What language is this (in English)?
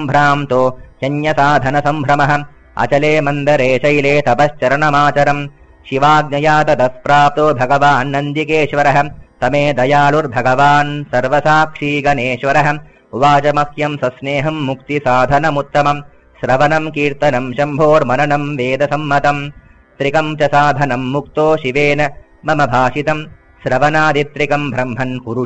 Sanskrit